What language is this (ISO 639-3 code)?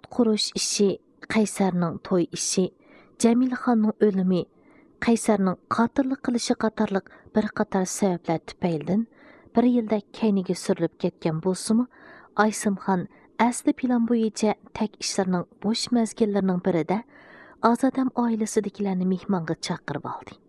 uig